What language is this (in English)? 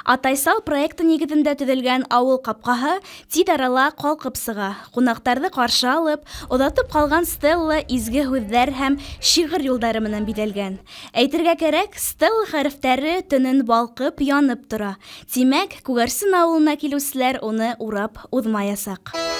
Bashkir